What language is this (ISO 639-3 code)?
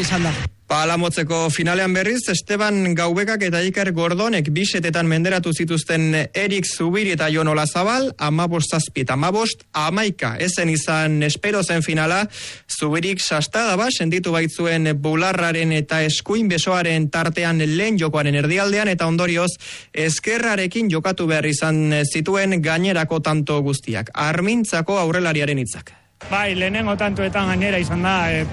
eus